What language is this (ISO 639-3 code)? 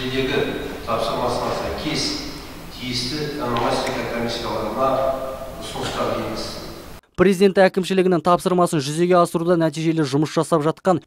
kaz